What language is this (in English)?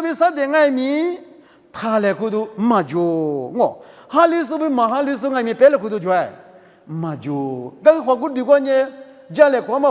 Lisu